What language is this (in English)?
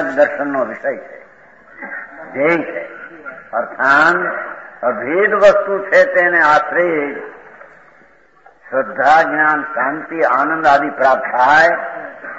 Gujarati